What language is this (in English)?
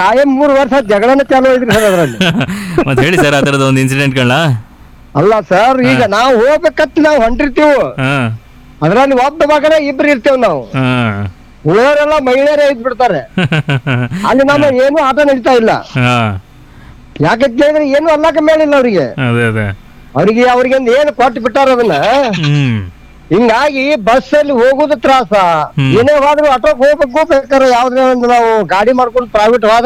Kannada